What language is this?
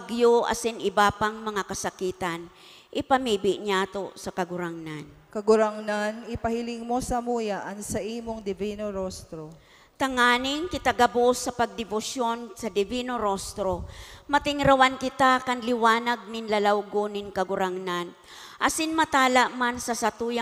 Bikol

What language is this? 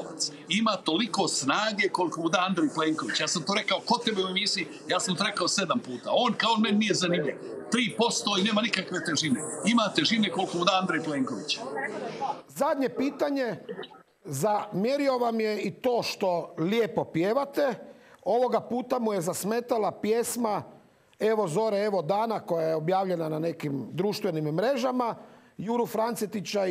Croatian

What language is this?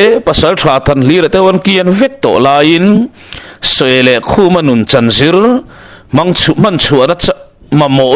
Mizo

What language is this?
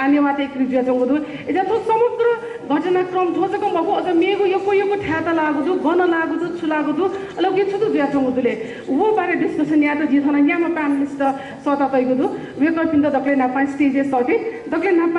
Newari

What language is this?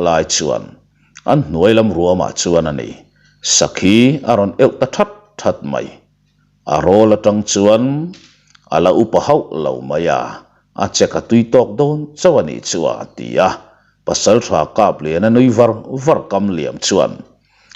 Mizo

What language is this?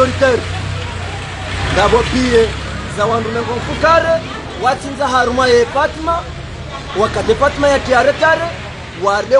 Swahili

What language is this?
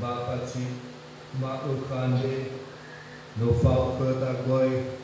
Nias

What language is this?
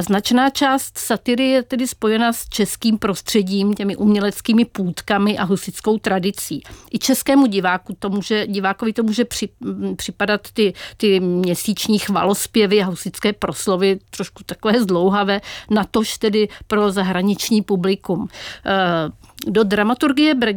Czech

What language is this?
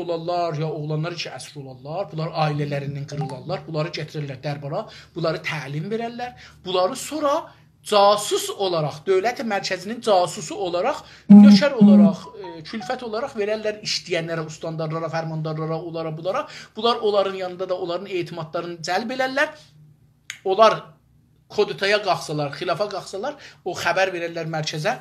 South Azerbaijani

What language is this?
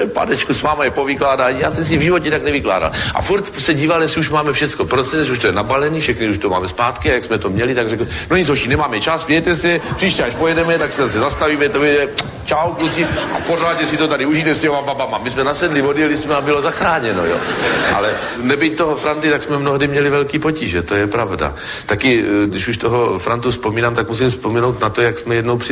Czech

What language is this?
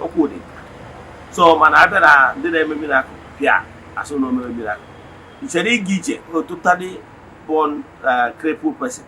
Igbo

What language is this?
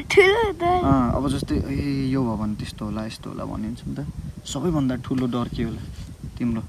Nepali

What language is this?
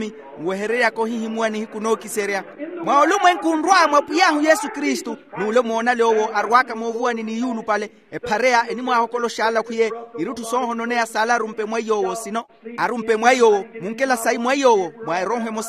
Makhuwa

